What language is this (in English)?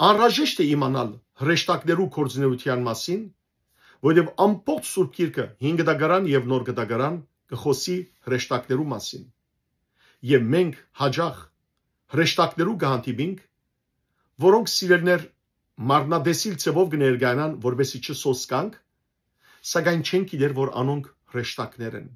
Western Armenian